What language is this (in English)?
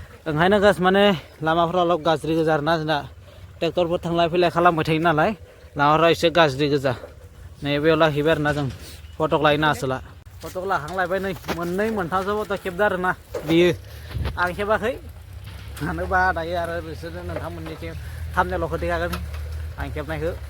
Bodo